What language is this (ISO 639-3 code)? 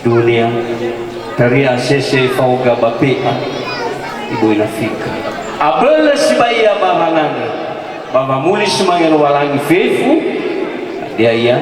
nia